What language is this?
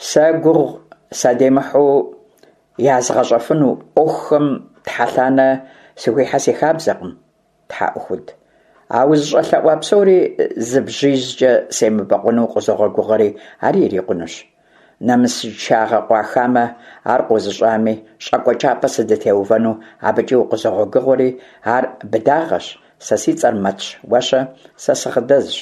Kabardian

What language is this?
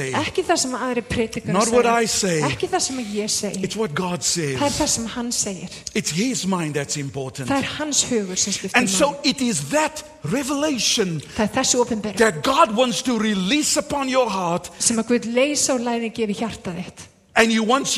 Icelandic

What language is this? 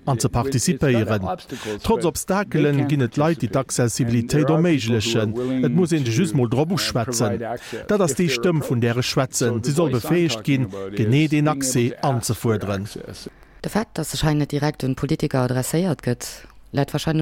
Luxembourgish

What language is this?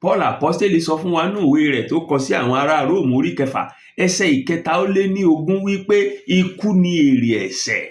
Yoruba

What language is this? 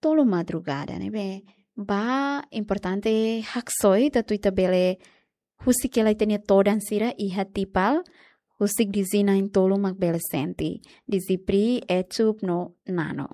Tetum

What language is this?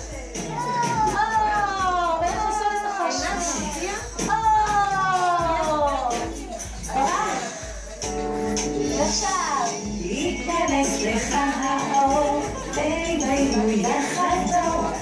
Hebrew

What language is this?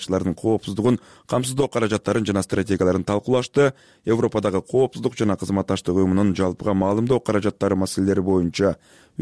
Kyrgyz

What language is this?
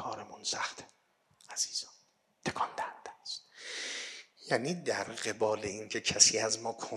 Persian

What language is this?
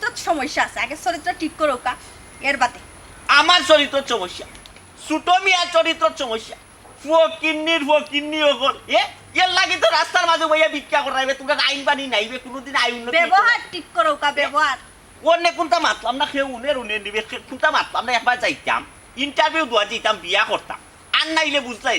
Sylheti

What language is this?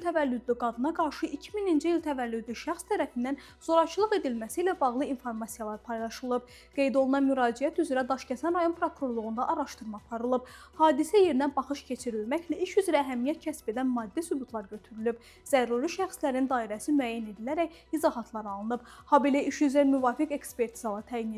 Azerbaijani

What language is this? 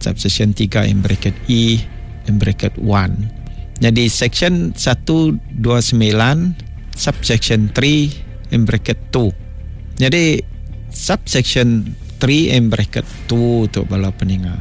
Iban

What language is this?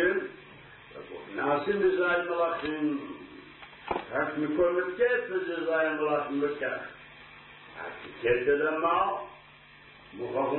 Hebrew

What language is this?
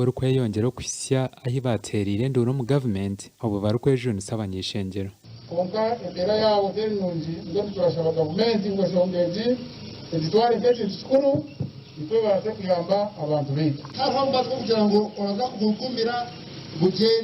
Nyankole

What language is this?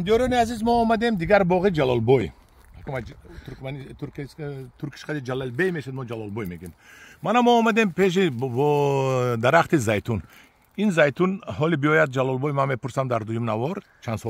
Tajik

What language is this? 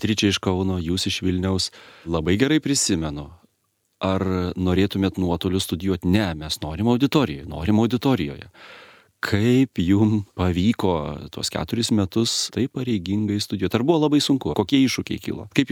Lithuanian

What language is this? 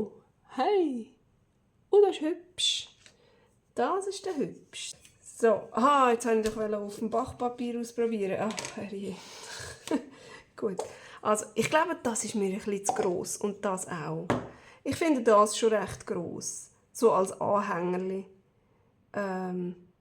Swiss German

